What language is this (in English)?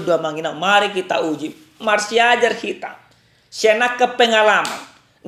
Batak Toba